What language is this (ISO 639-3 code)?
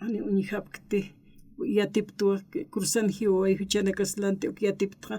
aym